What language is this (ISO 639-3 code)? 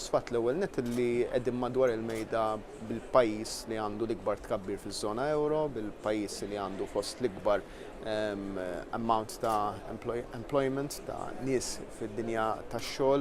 mlt